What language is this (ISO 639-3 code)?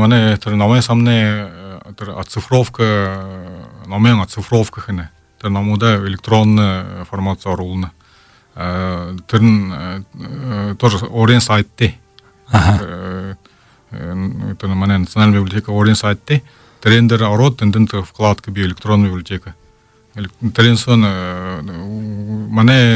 bua